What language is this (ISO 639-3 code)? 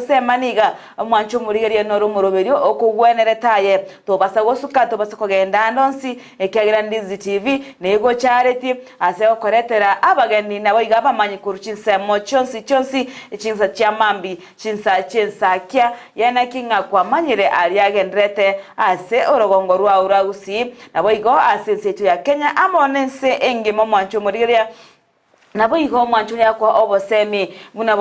guz